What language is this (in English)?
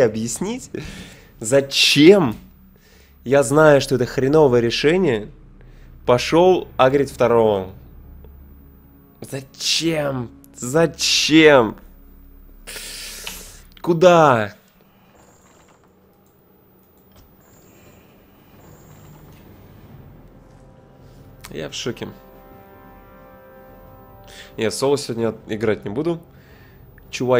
Russian